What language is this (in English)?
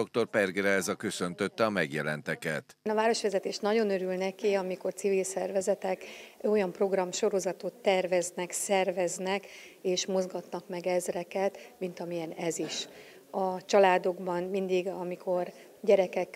Hungarian